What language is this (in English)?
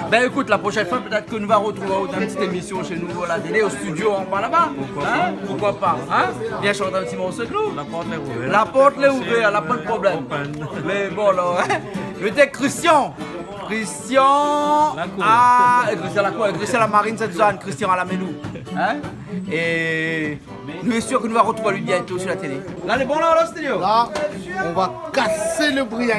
Réunion Creole French